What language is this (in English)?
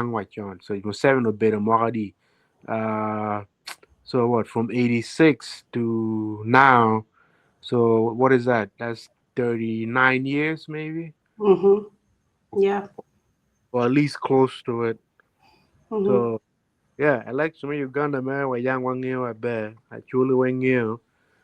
Acoli